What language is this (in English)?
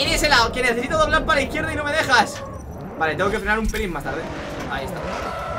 Spanish